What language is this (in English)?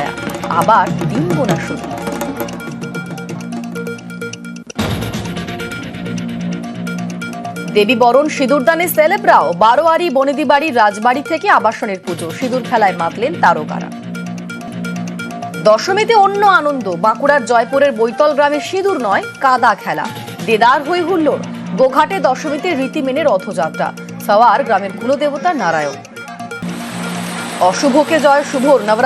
Bangla